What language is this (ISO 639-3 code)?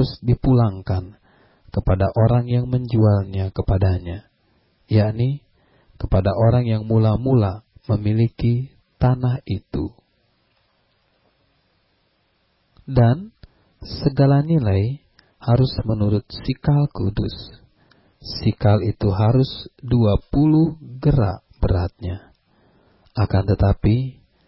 ind